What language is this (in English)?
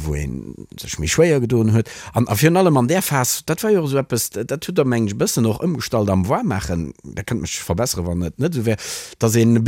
Luxembourgish